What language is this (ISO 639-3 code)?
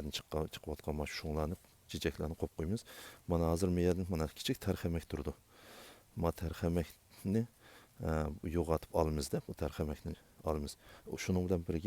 uig